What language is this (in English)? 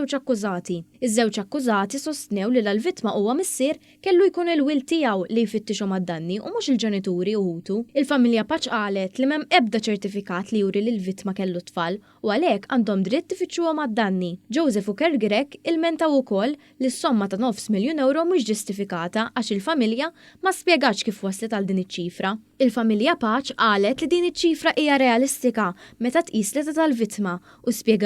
Maltese